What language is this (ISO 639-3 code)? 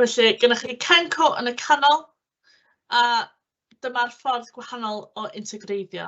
cym